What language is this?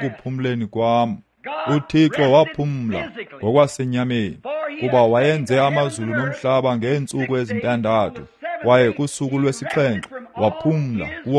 Xhosa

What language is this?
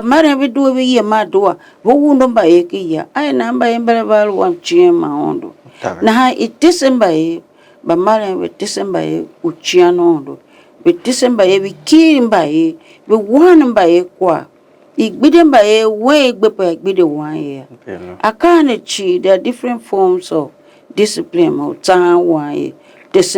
Tiv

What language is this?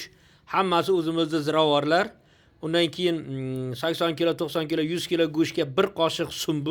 Uzbek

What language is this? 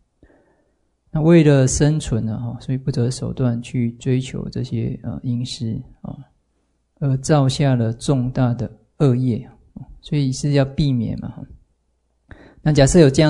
Chinese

